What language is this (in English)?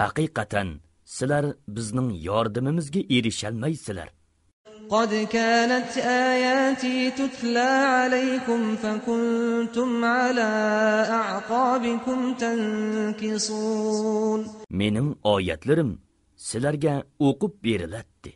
Uyghur